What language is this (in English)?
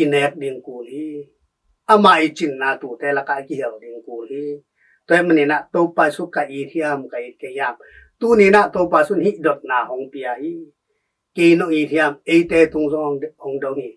Tedim Chin